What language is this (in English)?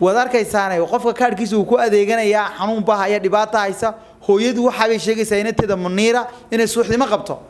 Somali